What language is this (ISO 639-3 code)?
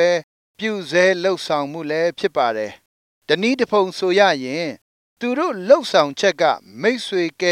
mya